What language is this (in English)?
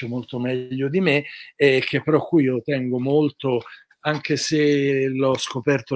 Italian